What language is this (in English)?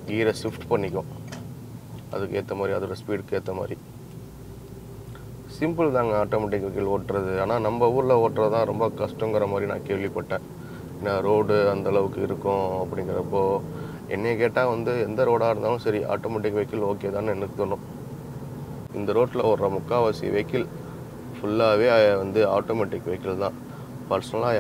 Tamil